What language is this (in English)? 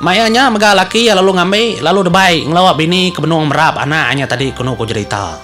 Iban